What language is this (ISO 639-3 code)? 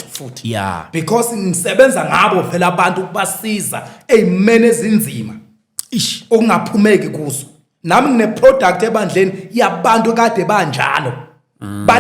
zul